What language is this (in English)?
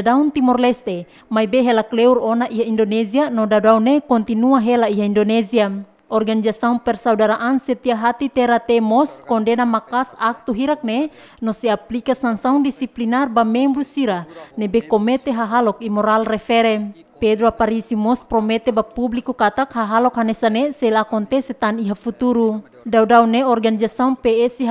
Tetum